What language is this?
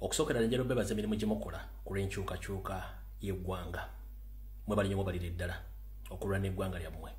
Ganda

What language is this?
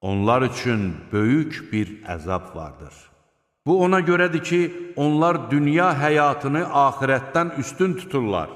Azerbaijani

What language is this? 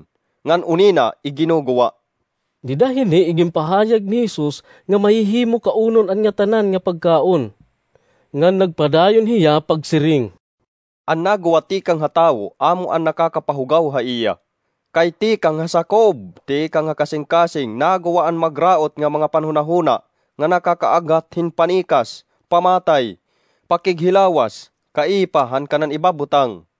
Waray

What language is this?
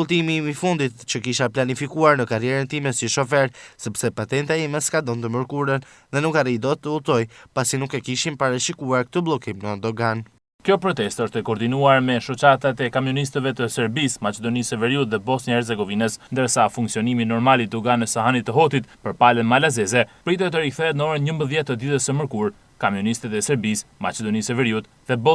Albanian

